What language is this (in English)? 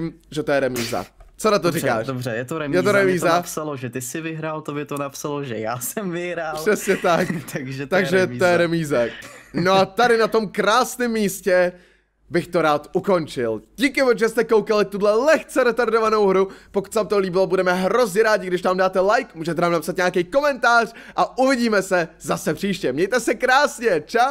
Czech